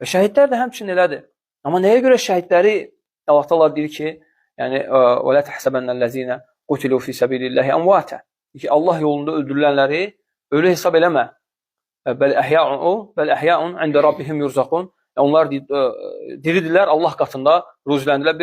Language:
Azerbaijani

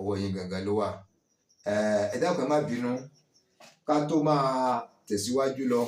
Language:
Yoruba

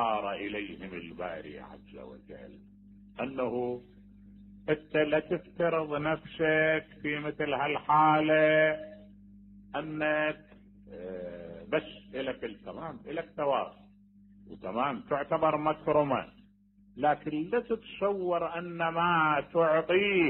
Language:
Mesopotamian Arabic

